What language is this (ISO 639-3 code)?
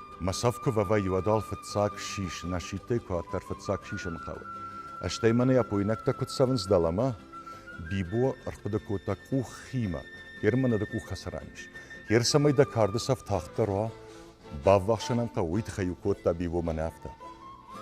oss